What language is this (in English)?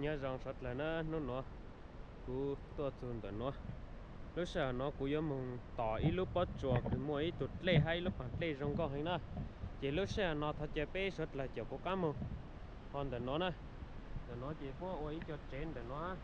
Hmong